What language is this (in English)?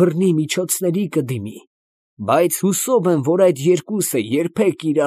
Armenian